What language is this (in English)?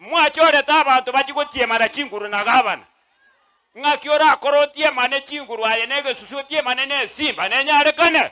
Gusii